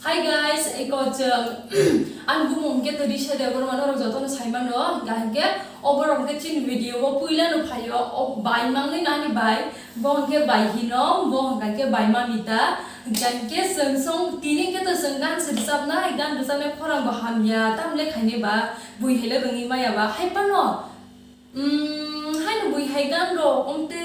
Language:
Kok Borok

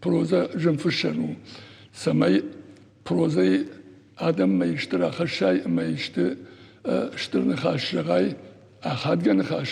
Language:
Ossetic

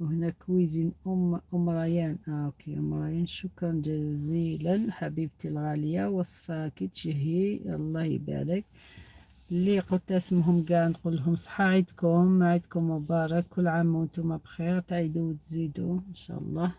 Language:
Algerian Arabic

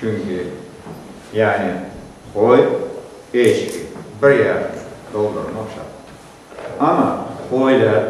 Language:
Crimean Tatar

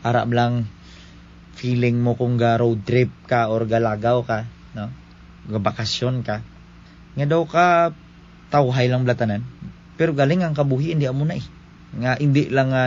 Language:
Hiligaynon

